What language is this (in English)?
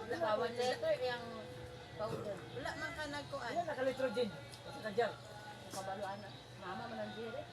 Cebuano